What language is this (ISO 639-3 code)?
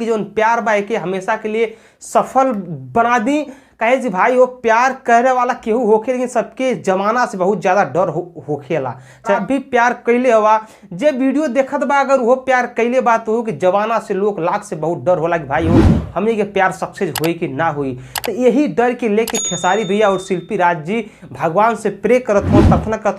bho